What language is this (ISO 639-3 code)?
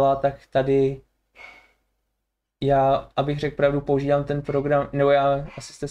ces